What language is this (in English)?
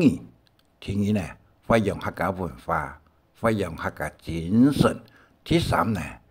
Hakka Chinese